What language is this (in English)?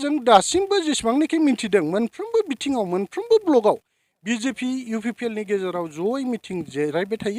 Bodo